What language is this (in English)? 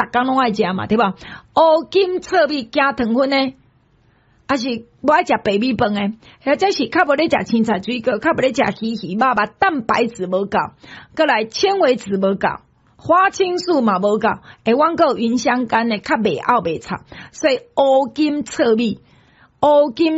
Min Nan Chinese